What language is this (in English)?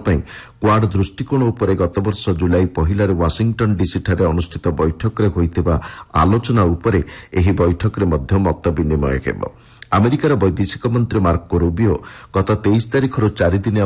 Odia